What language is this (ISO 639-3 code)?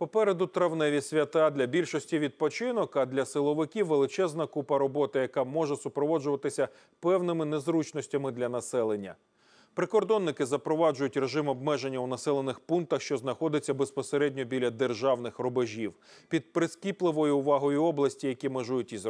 ukr